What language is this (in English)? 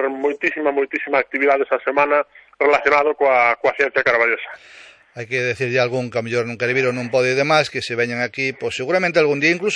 Galician